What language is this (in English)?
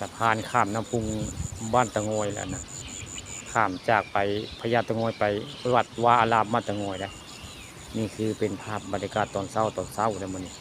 Northeastern Thai